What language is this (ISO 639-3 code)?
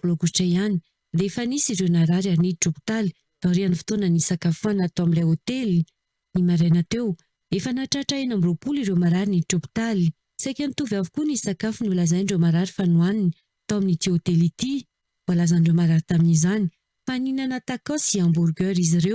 mlg